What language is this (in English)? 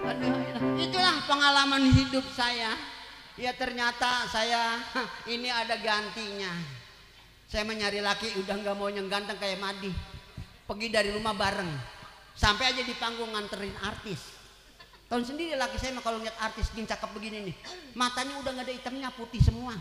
Betawi